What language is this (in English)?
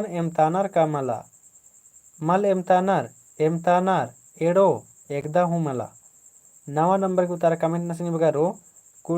Kurukh